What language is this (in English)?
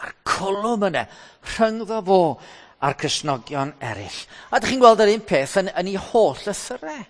Welsh